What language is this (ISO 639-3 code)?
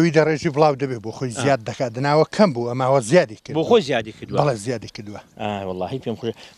ckb